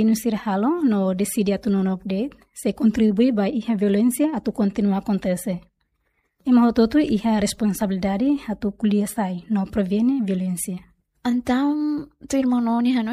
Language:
Tetum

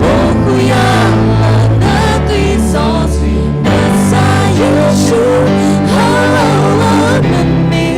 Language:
S'gaw Karen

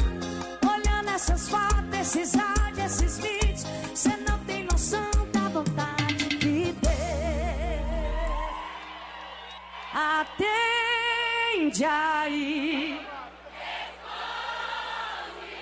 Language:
Portuguese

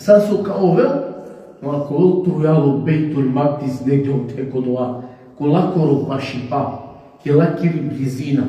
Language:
Balkan Romani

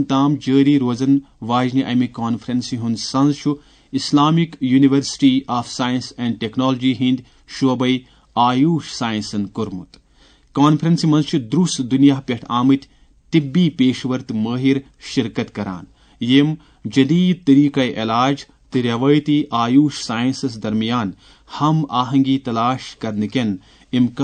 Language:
Kashmiri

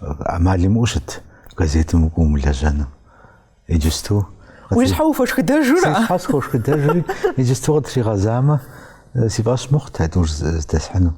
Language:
Kabardian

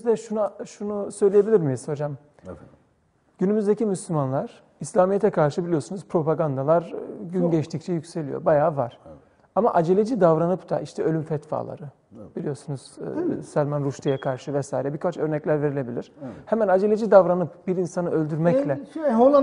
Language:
Turkish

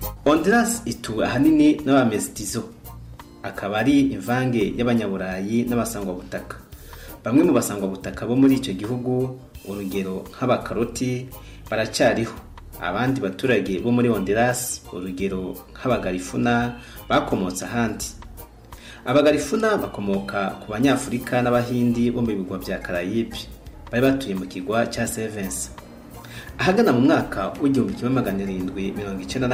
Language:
Kinyarwanda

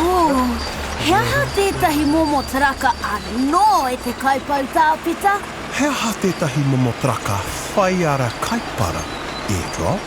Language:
Māori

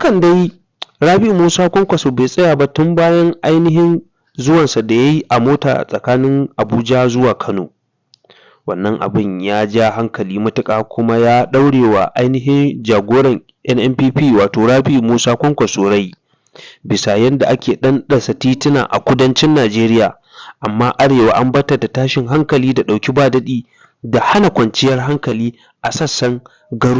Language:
Hausa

